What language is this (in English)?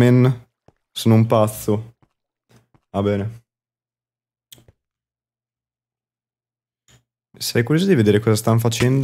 Italian